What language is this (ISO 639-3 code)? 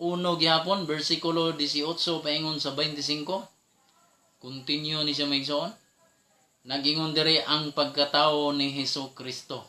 ceb